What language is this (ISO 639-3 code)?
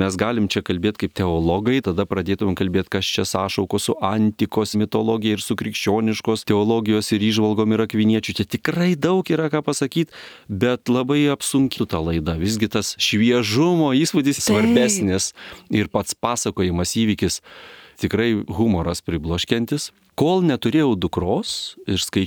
lit